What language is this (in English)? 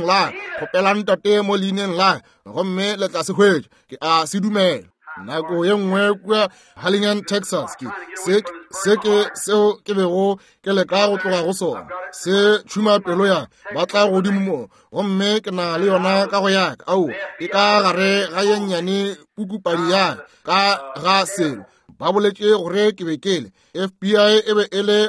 Northern Sotho